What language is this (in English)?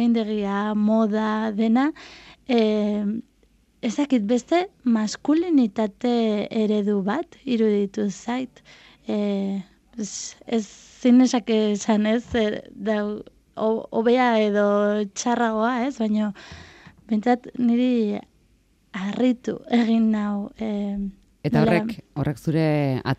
Basque